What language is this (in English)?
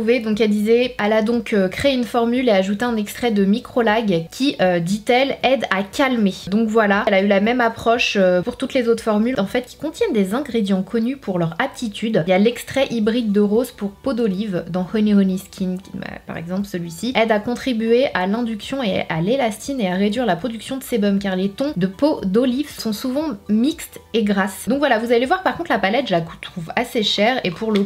French